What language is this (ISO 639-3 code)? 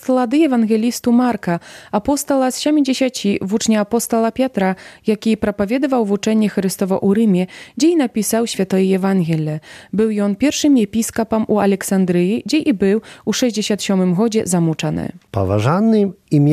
bel